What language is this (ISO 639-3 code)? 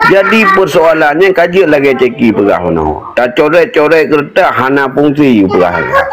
ace